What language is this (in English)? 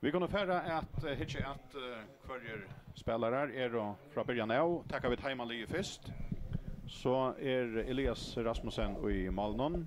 Faroese